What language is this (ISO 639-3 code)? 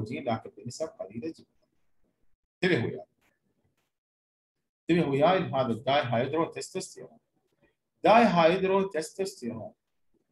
acm